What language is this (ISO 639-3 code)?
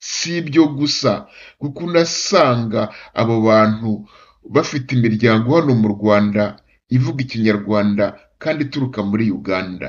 kin